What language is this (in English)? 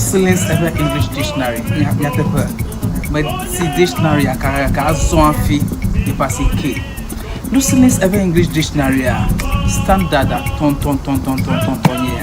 Ewe